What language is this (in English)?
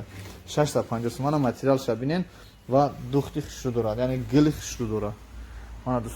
Tajik